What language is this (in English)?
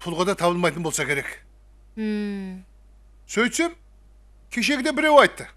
Kara-Kalpak